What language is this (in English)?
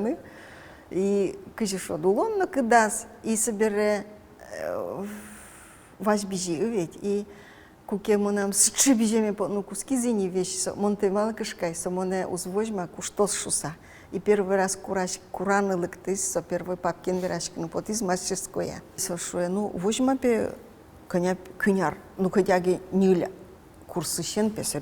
Udmurt